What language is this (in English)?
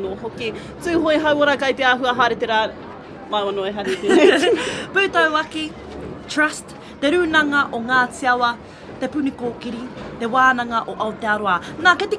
Māori